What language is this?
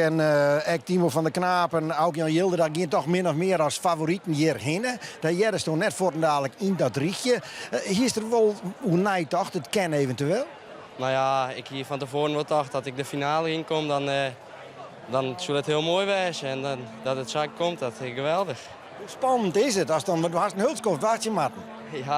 Western Frisian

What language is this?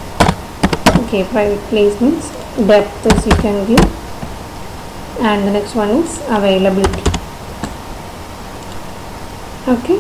English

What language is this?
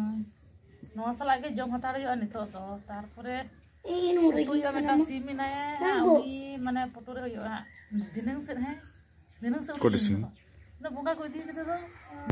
Santali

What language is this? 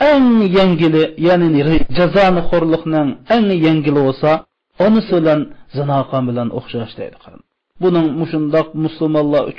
Uyghur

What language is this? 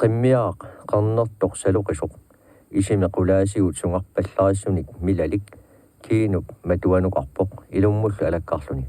Kalaallisut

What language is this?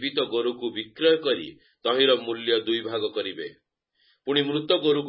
Odia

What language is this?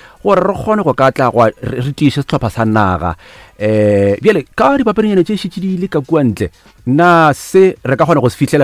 Northern Sotho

